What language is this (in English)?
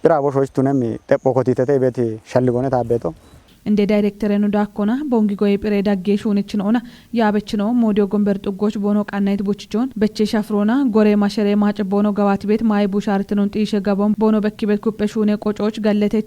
Kafa